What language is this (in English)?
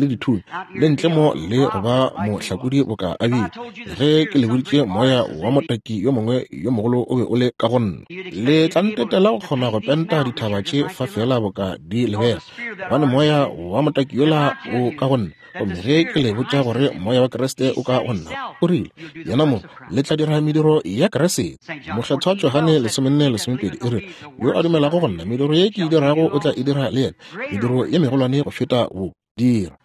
Northern Sotho